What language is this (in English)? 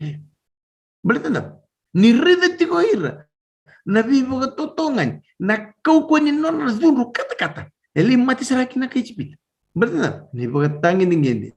Fijian